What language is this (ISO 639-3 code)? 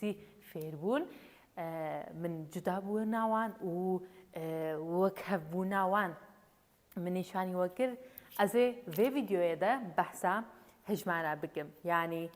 kur